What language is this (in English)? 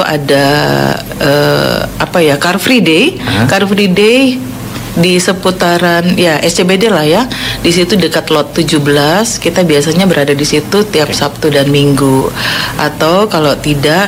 Indonesian